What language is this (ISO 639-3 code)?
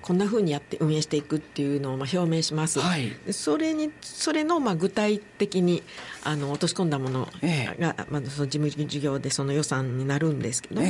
jpn